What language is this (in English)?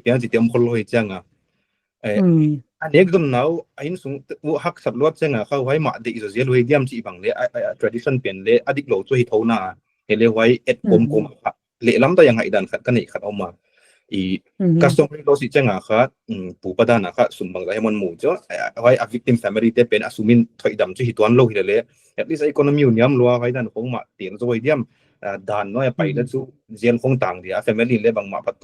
Paite Chin